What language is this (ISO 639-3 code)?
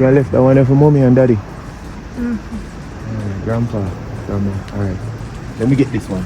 jam